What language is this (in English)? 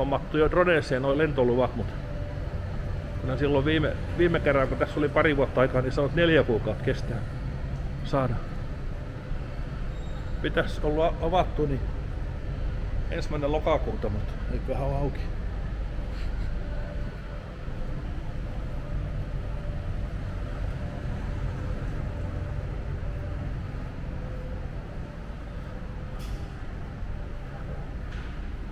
Finnish